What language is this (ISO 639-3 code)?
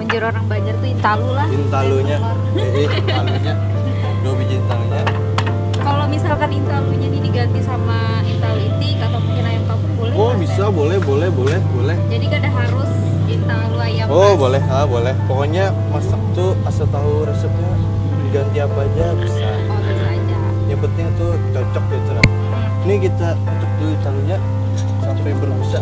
bjn